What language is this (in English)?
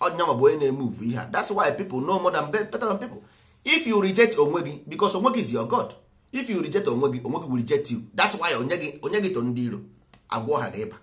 Igbo